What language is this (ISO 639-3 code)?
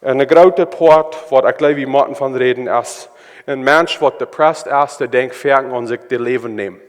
pdt